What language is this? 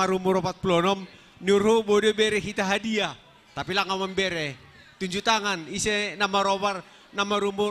Batak Simalungun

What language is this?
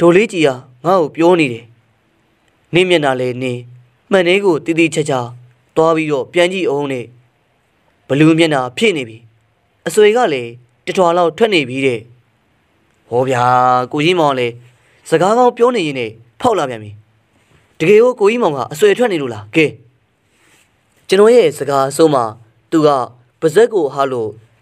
Burmese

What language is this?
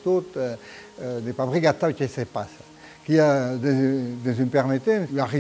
Occitan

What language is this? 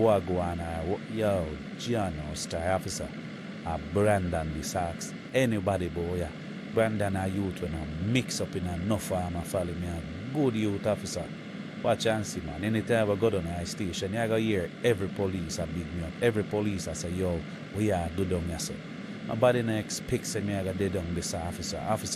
Jamaican Creole English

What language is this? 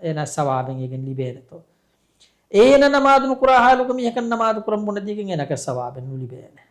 Divehi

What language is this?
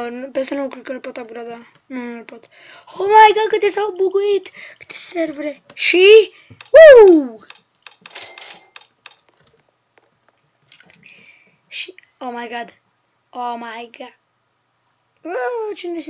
Romanian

